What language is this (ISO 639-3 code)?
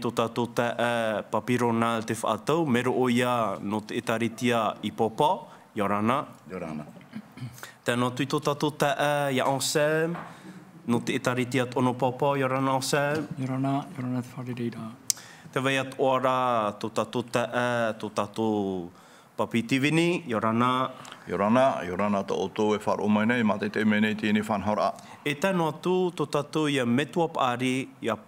tah